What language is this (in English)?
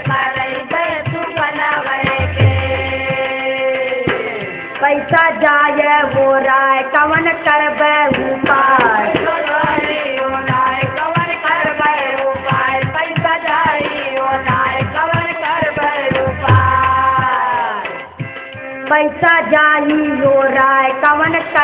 Bhojpuri